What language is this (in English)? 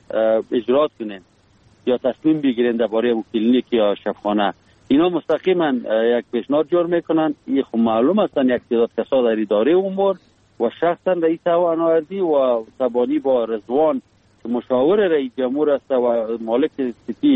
Persian